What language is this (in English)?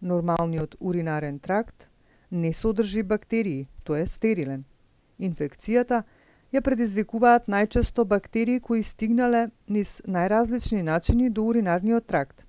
Macedonian